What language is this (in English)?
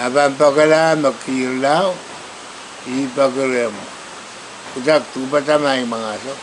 Pohnpeian